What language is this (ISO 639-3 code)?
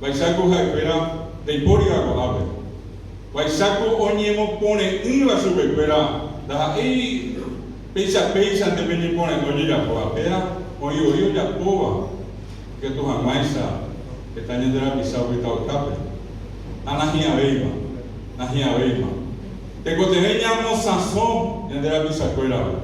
grn